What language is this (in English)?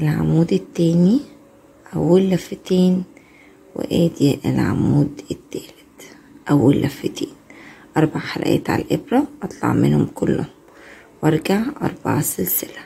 Egyptian Arabic